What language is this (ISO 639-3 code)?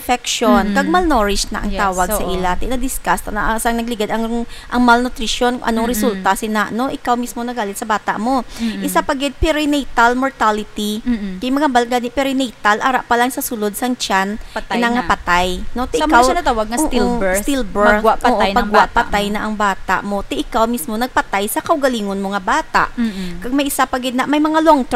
hil